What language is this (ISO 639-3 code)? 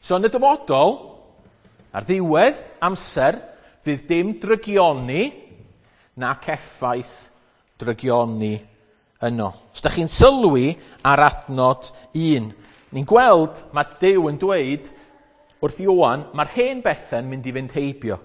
cym